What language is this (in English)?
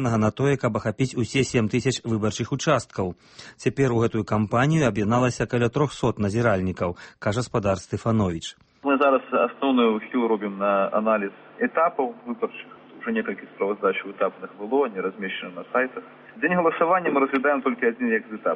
Belarusian